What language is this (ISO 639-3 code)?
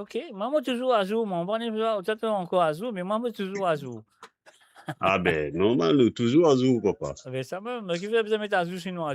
mfe